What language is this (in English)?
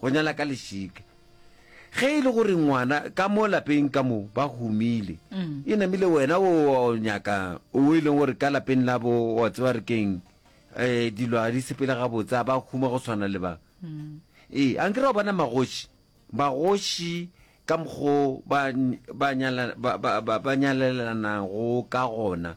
Northern Sotho